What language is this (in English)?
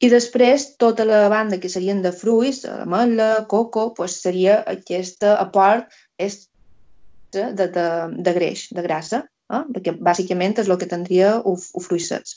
Catalan